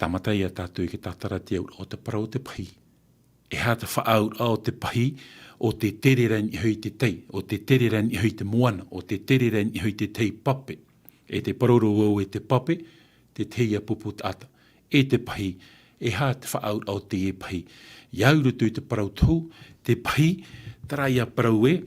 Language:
Tahitian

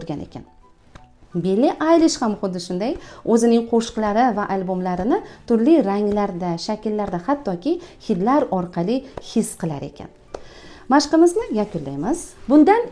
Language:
Uzbek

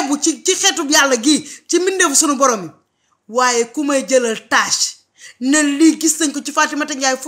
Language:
Wolof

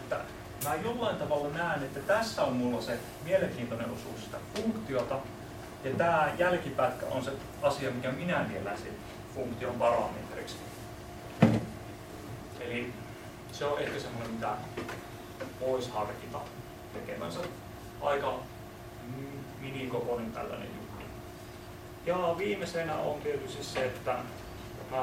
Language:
Finnish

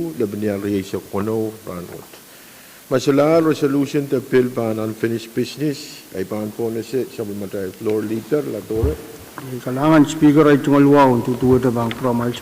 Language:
Pohnpeian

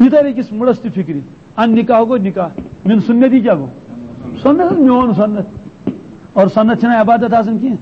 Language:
Kashmiri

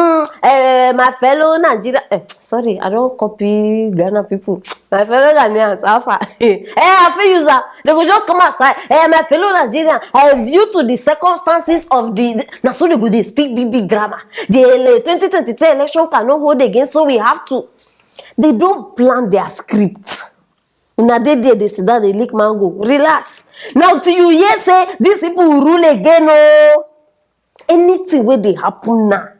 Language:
Nigerian Pidgin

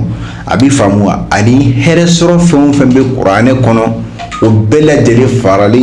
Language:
Bambara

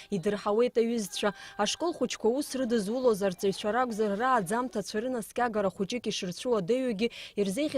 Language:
Abkhazian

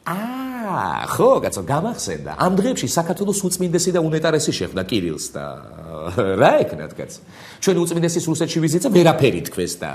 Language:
Georgian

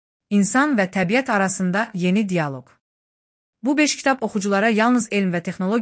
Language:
Azerbaijani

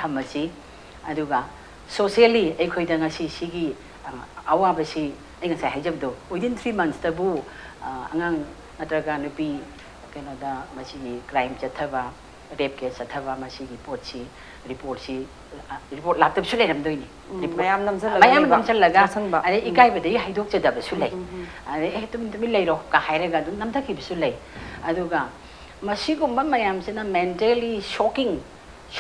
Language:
Manipuri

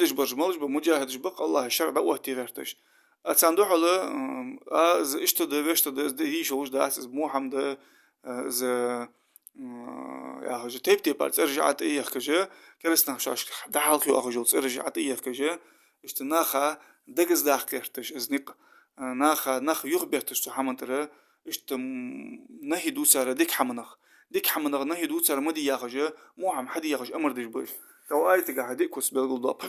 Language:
Ingush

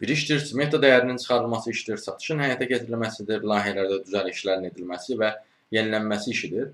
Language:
Azerbaijani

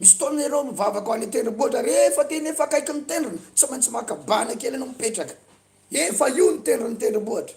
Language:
Malagasy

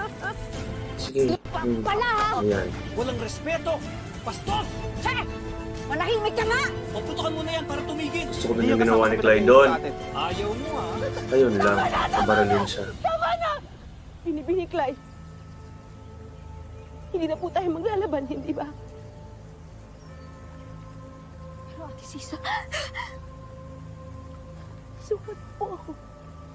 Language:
Filipino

